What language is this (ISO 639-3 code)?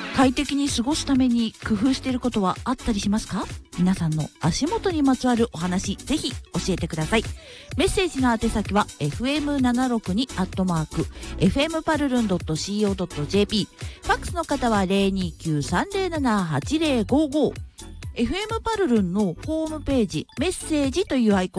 jpn